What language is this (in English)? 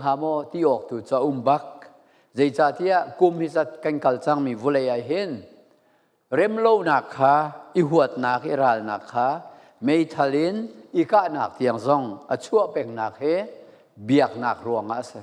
Falam Chin